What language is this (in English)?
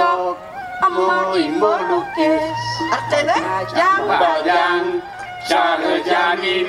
Balinese